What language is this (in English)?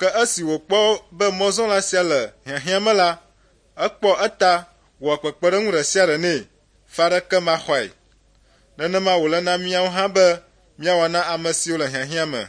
Ewe